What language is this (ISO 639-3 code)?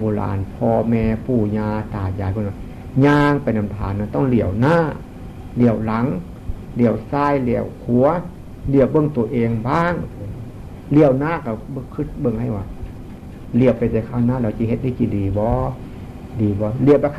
tts